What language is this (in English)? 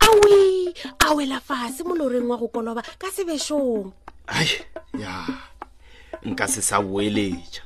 Northern Sotho